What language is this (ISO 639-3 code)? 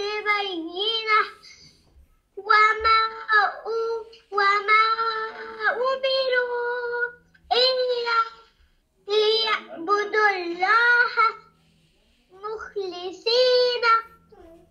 ara